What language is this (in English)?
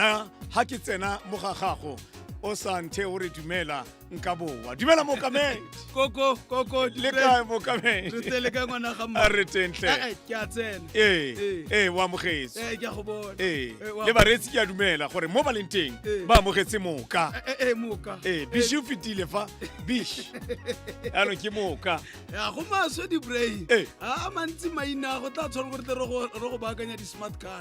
Tswana